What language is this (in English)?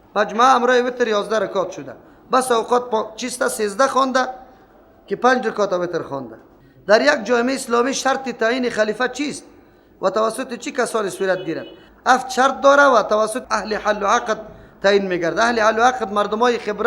Persian